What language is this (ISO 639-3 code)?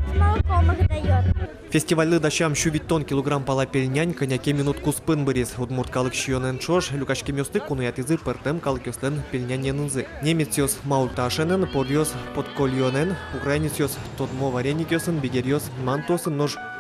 udm